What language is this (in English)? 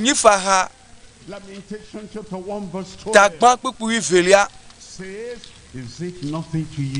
Ewe